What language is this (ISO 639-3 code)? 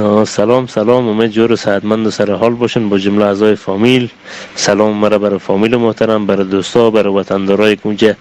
fas